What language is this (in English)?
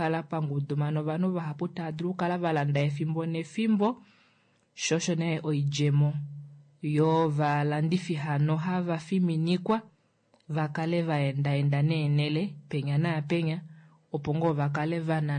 Kuanyama